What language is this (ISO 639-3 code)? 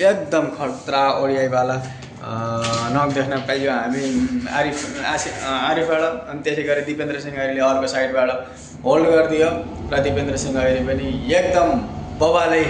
nep